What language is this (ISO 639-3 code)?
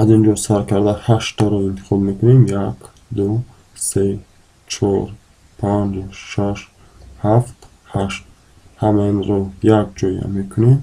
tgk